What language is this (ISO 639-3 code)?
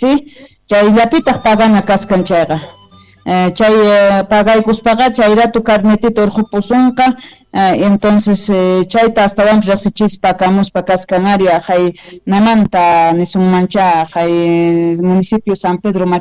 que